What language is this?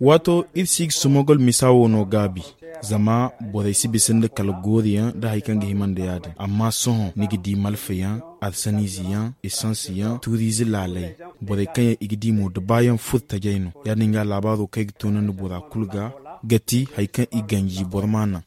Zarma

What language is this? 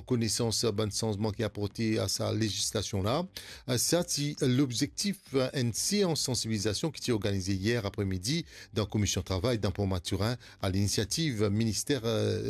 Morisyen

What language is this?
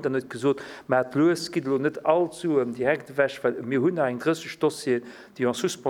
Luxembourgish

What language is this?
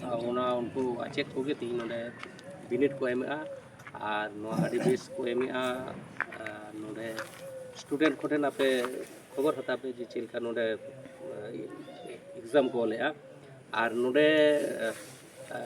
Santali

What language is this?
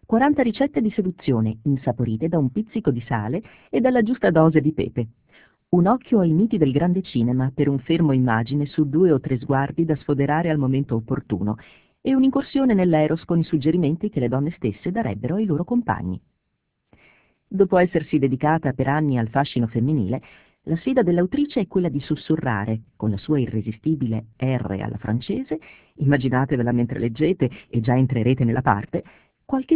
Italian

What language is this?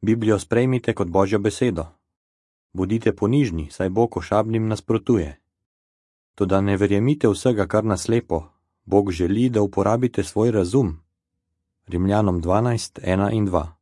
Slovenian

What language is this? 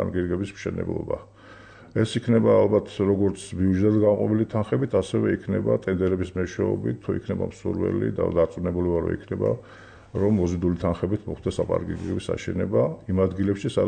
Georgian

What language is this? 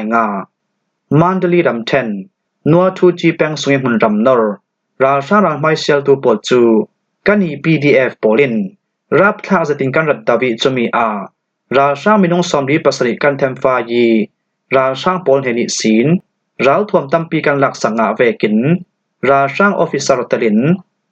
Falam Chin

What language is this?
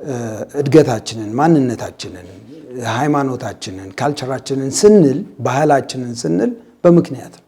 Amharic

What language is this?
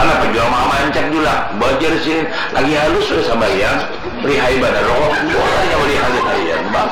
Banjar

